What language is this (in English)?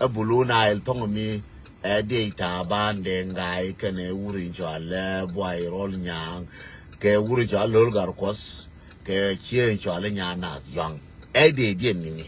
Nuer